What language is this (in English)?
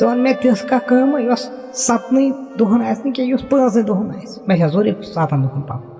Kashmiri